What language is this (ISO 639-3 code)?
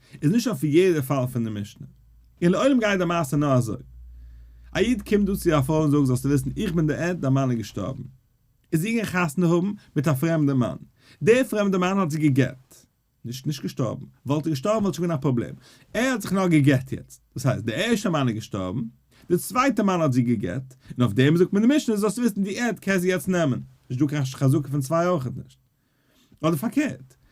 yid